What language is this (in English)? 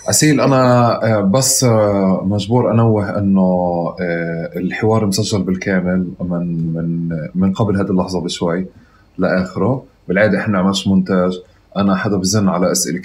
North Levantine Arabic